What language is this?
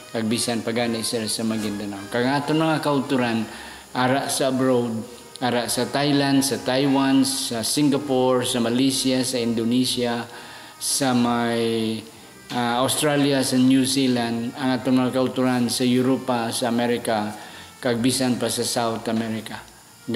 Hiligaynon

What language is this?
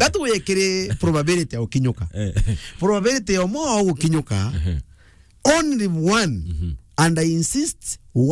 Meru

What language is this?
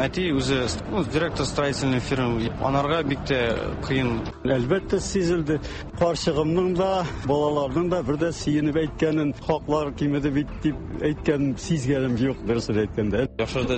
Tatar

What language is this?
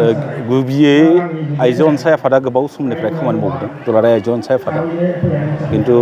Bodo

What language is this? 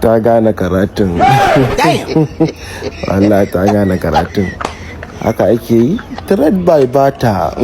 Hausa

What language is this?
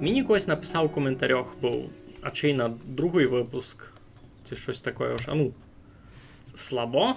Rusyn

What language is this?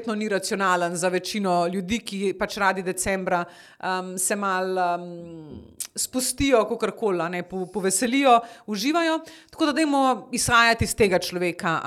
Slovenian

